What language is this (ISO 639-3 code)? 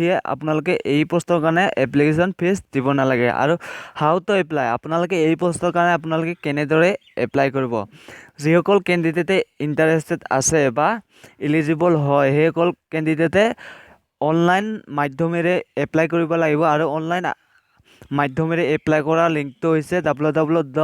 asm